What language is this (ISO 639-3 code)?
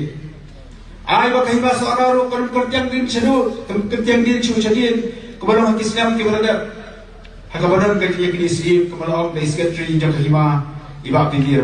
kha